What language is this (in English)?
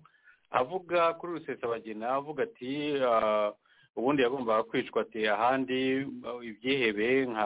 Kinyarwanda